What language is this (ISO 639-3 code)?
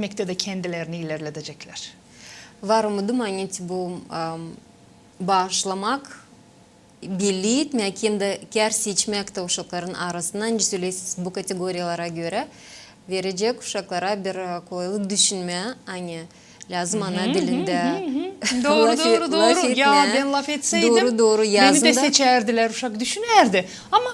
gag